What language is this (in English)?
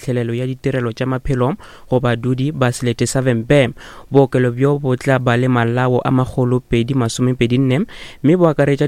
Northern Sotho